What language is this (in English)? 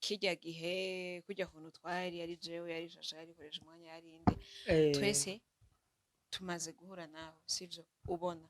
Rundi